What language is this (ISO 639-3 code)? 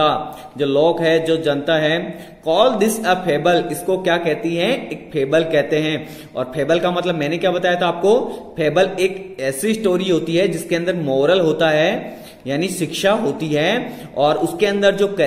hin